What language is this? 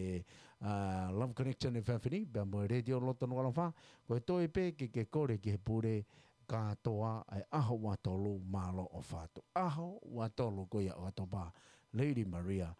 Tongan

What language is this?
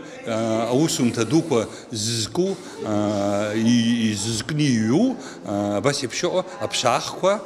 Abkhazian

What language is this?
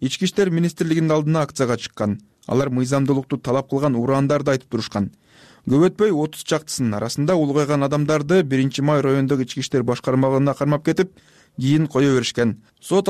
Kyrgyz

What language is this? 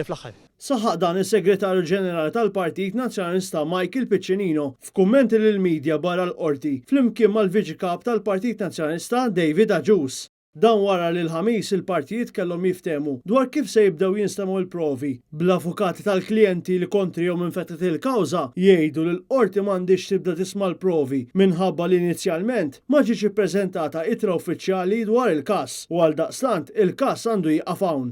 Maltese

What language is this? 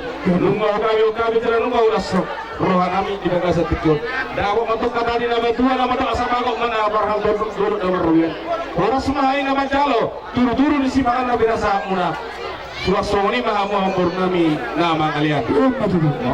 Batak Toba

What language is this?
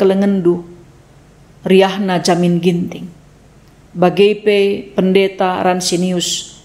Batak Karo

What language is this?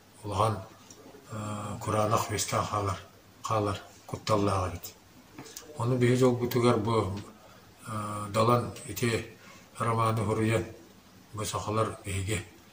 Yakut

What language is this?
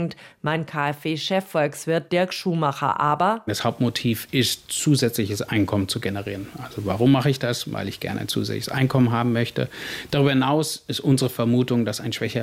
German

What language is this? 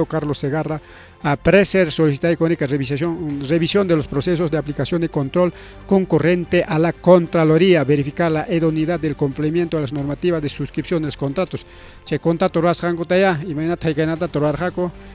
Ayacucho Quechua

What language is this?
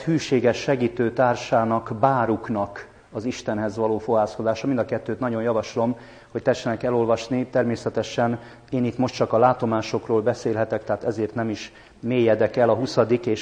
Hungarian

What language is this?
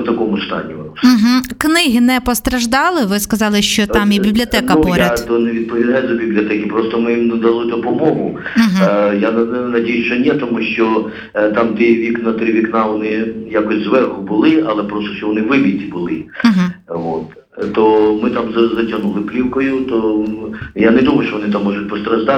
Ukrainian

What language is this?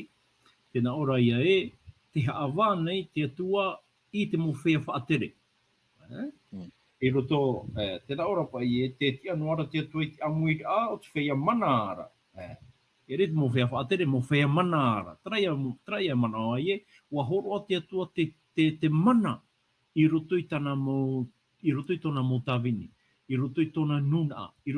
Tahitian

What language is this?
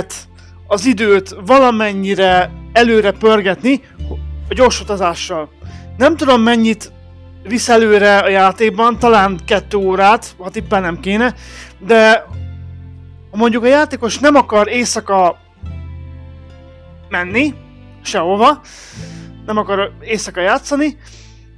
Hungarian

